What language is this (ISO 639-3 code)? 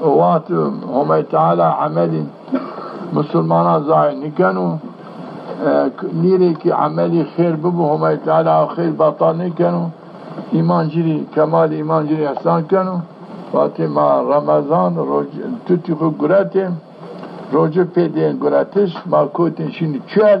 zza